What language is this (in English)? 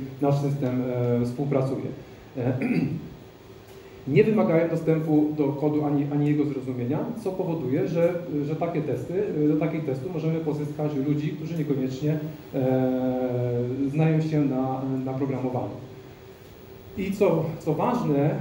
Polish